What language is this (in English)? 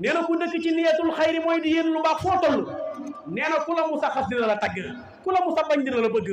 Wolof